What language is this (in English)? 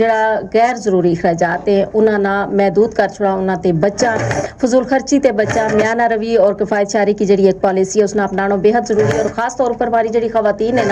Gujari